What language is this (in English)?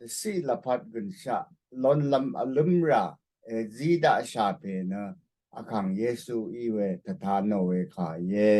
Rawang